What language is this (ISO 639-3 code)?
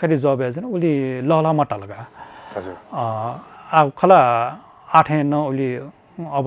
new